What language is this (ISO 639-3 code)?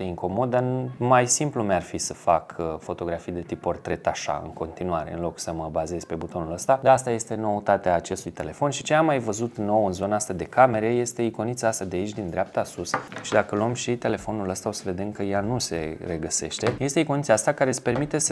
ron